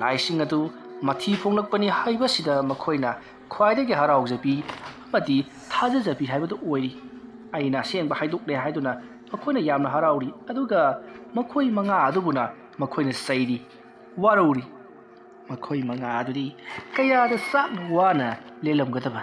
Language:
Manipuri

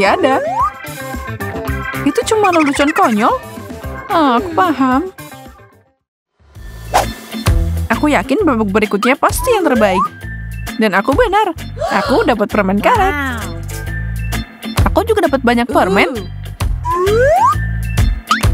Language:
Indonesian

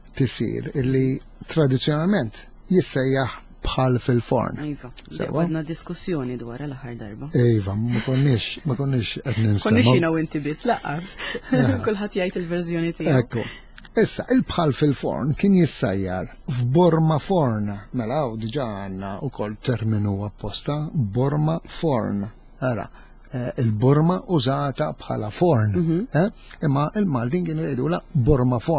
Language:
Maltese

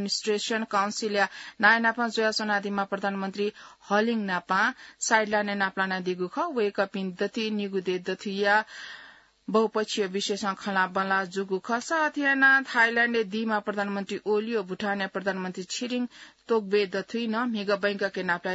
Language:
Newari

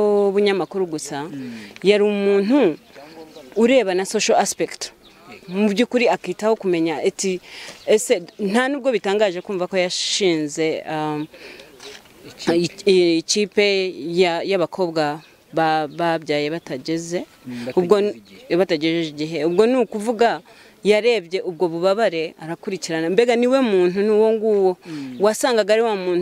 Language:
Kinyarwanda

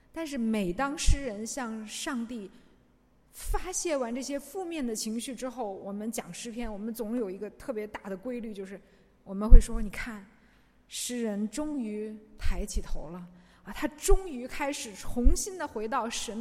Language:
Chinese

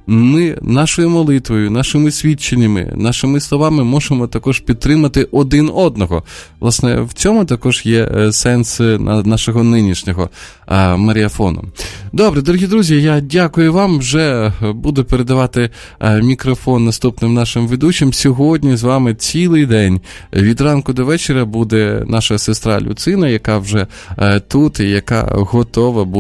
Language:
Ukrainian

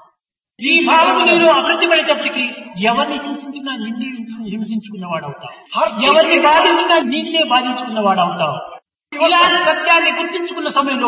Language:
Telugu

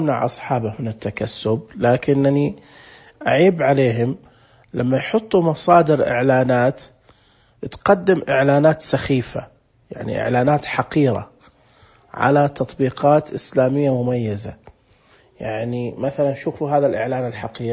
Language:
Najdi Arabic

